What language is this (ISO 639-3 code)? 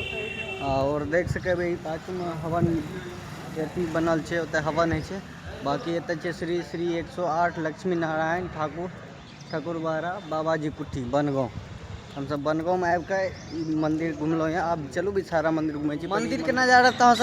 mai